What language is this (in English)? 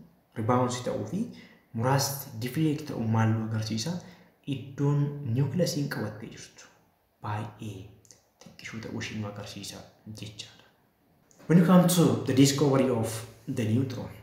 Oromo